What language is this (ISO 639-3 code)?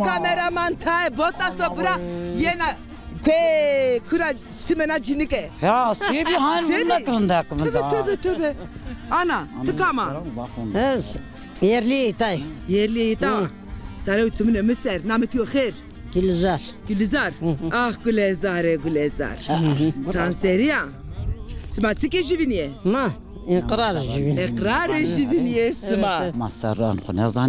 zza